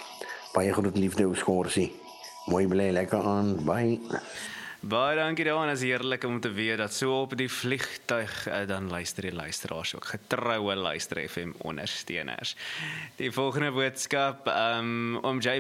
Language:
Afrikaans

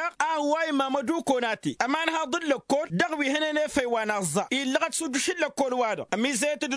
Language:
Tamasheq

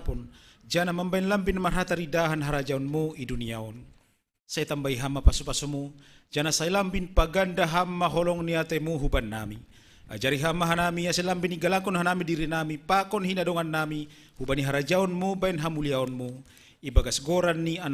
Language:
Batak Simalungun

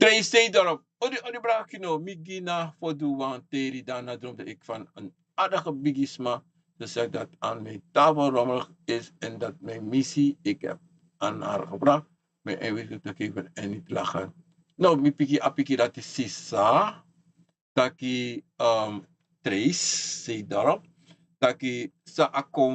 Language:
Sranan Tongo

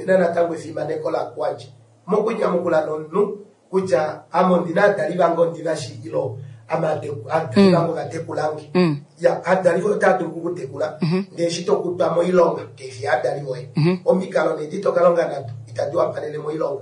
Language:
Kuanyama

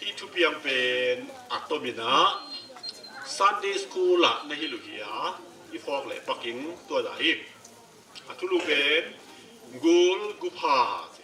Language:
Tedim Chin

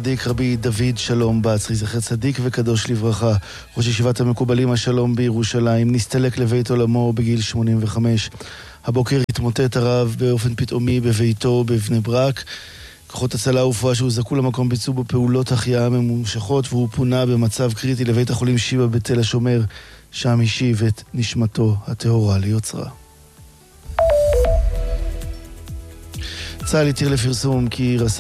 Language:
Hebrew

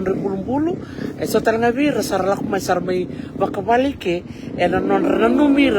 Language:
Fijian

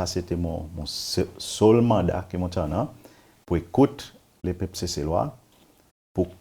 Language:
Seselwa Creole French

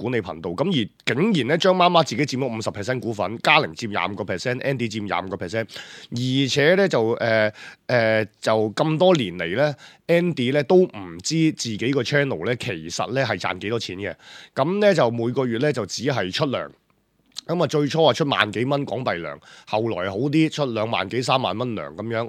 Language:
Cantonese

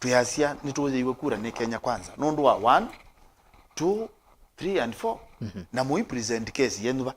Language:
Kamba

